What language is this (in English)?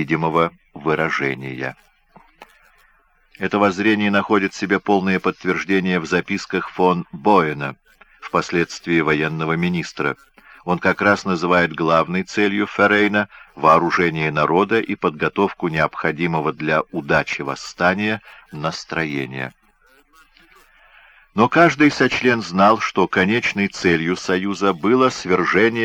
Russian